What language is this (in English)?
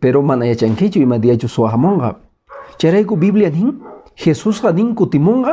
Quechua